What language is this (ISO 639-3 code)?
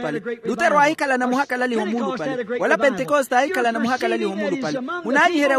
vmw